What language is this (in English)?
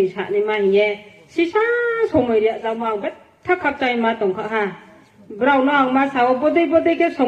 Riang (India)